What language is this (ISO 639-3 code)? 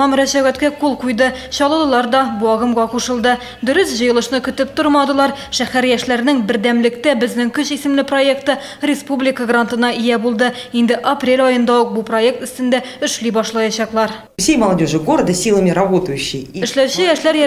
tat